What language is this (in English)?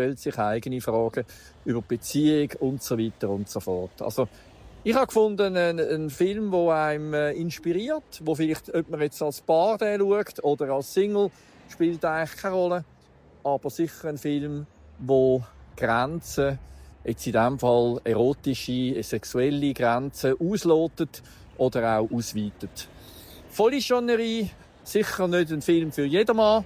Swiss German